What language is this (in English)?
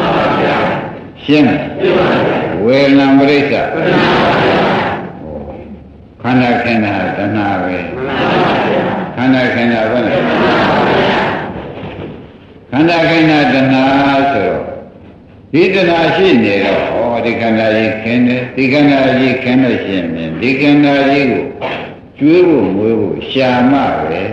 Burmese